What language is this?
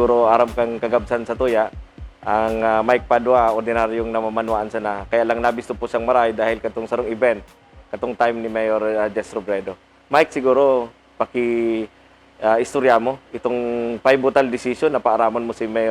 Bikol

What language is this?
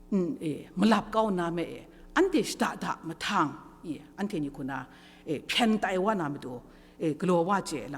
Kachin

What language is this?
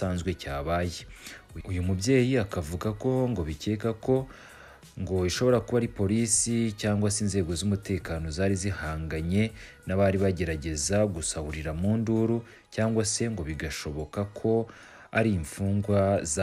Kinyarwanda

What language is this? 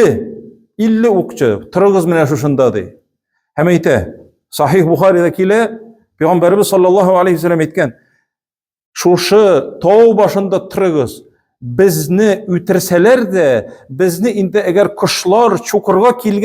Tatar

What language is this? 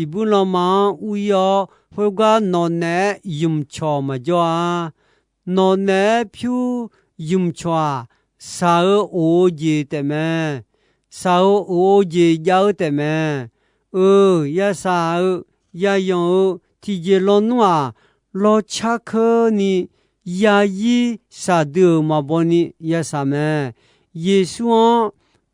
Akha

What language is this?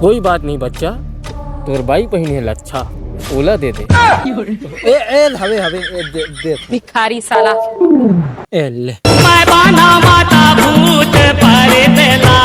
Chhattisgarhi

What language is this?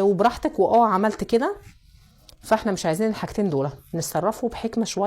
Egyptian Arabic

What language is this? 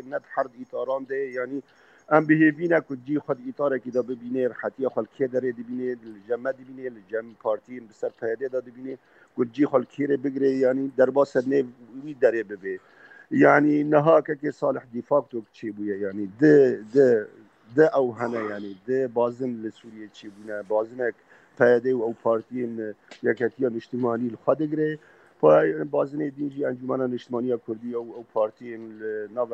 Kurdish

